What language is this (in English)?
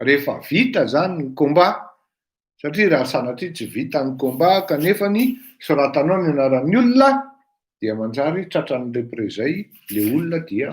Malagasy